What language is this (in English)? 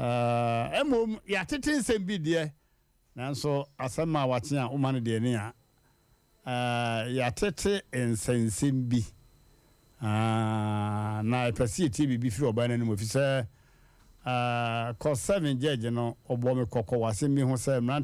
Akan